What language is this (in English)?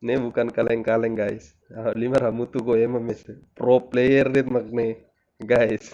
Tetum